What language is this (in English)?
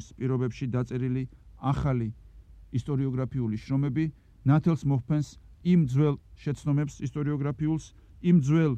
Georgian